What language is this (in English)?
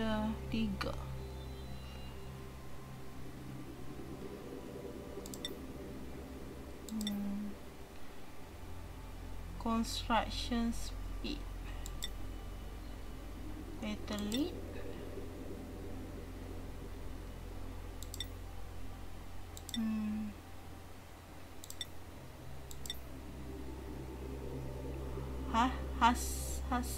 Malay